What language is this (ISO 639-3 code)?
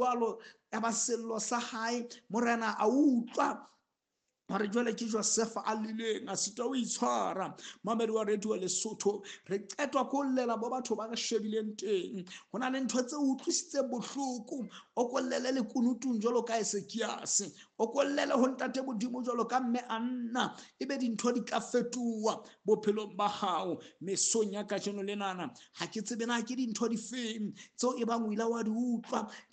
sot